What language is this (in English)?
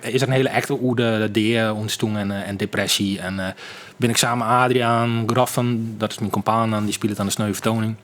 Western Frisian